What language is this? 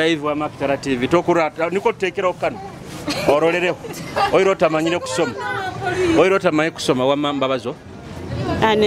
Nyoro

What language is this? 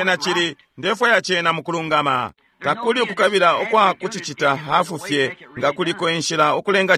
Bemba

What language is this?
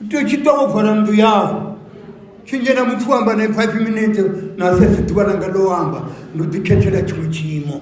Venda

